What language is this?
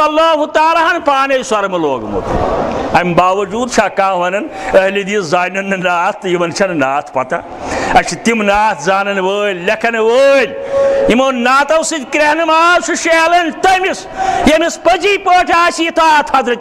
Kashmiri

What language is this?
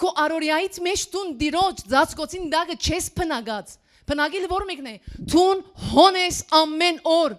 Western Armenian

